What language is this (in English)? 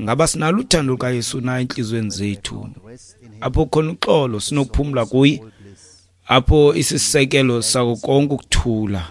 Xhosa